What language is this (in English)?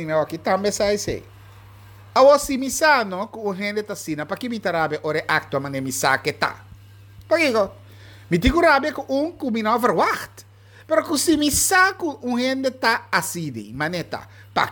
Papiamento